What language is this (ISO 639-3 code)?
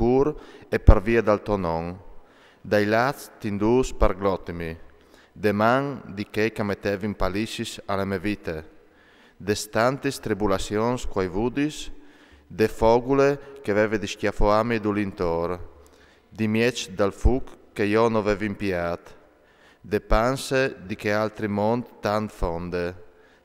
fur